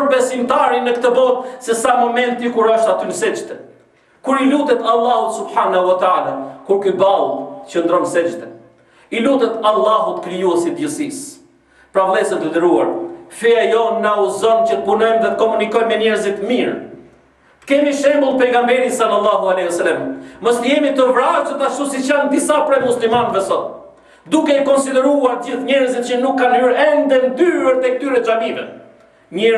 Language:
Albanian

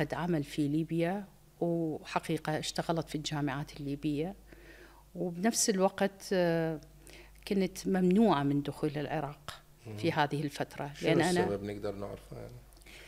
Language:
Mesopotamian Arabic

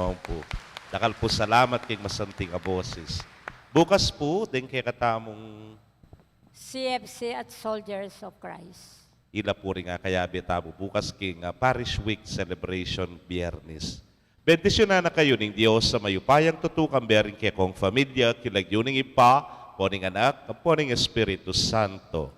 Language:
Pampanga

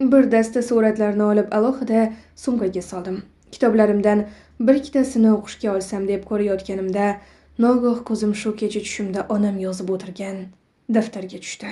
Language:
Uzbek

